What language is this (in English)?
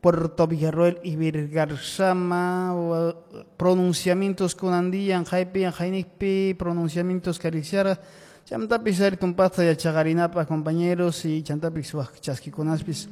Quechua